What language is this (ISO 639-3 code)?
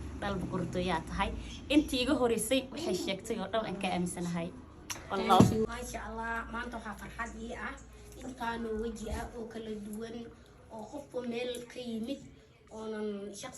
som